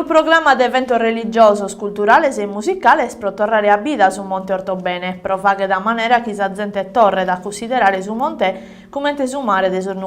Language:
Sardinian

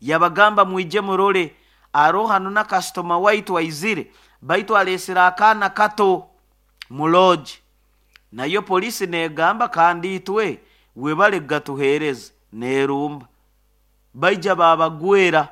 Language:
Nyoro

